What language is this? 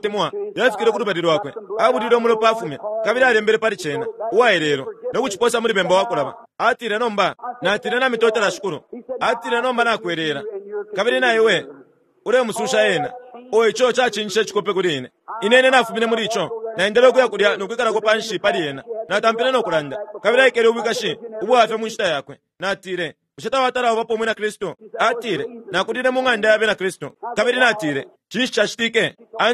Bemba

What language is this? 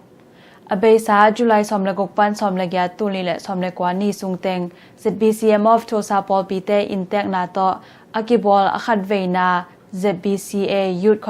Tedim Chin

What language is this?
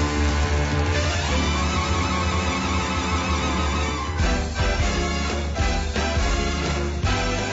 Polish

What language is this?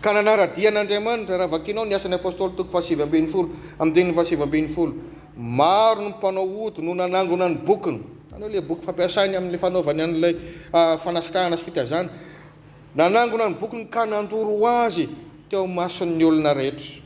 Malagasy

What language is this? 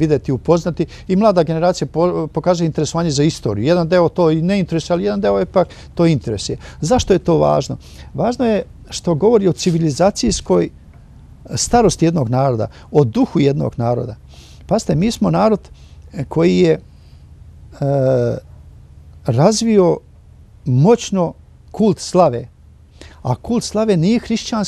Serbian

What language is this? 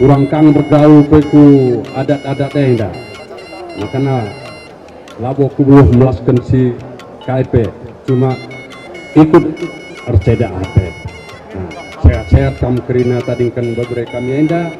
Batak Karo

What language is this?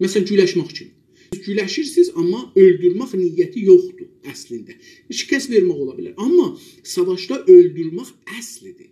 South Azerbaijani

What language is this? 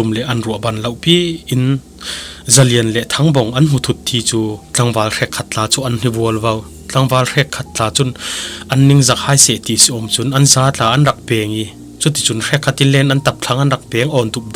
Falam Chin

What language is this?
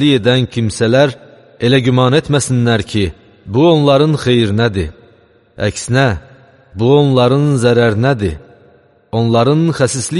Azerbaijani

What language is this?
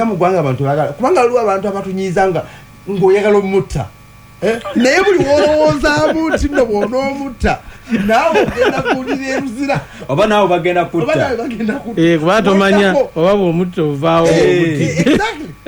Ganda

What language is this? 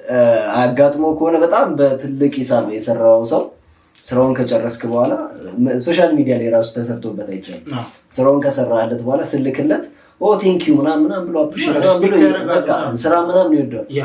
Amharic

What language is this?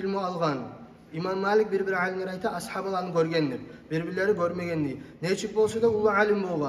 Kumyk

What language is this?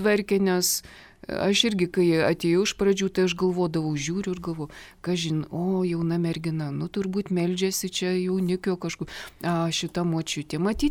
Lithuanian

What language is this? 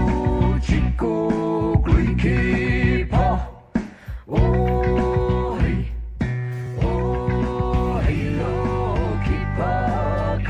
Poumei Naga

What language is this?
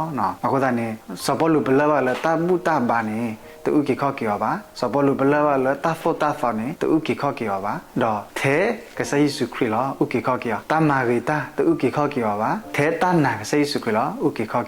S'gaw Karen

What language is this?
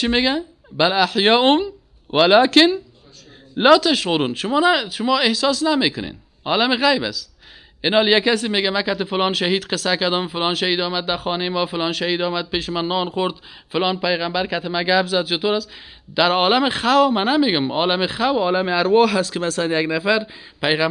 Persian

